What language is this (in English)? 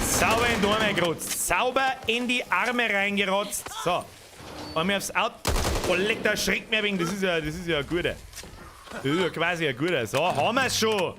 Bavarian